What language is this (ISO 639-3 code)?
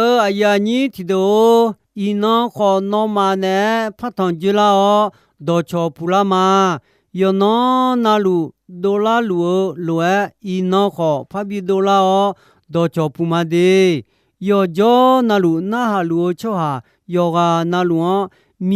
ahk